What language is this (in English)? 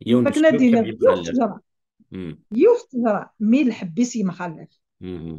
Kabyle